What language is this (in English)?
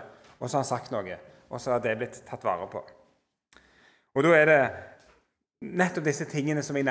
Norwegian